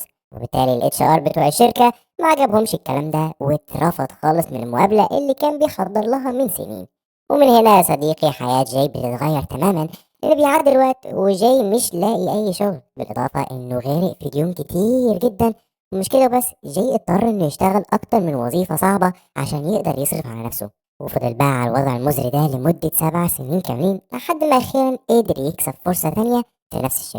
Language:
Egyptian Arabic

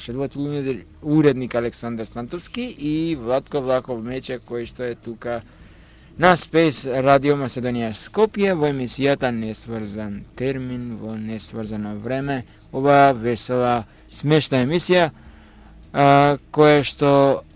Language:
Macedonian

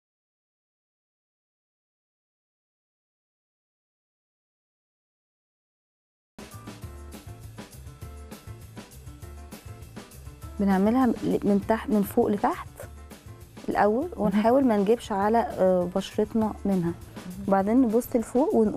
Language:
Egyptian Arabic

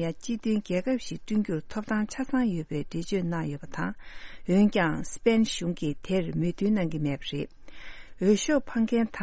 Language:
Tibetan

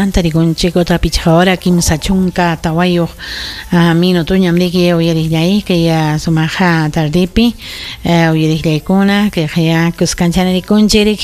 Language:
Ayacucho Quechua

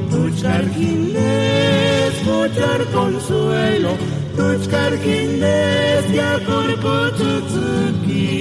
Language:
Purepecha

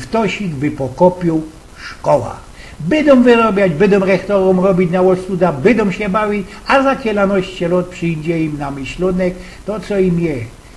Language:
Silesian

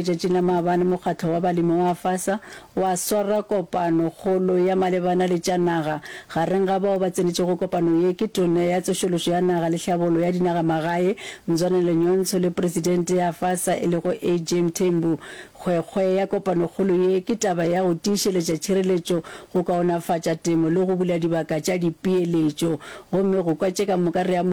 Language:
Northern Sotho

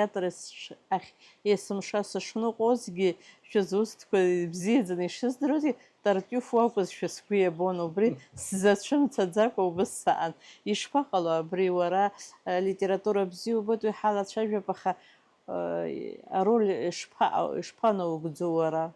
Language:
Abkhazian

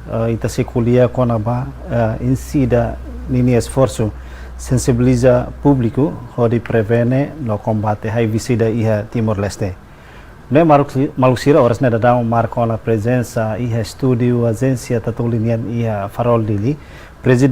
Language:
Tetum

